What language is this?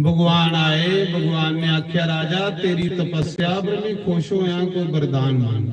Dogri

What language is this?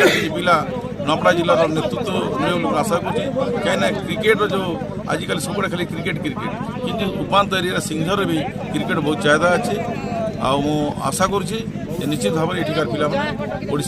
Odia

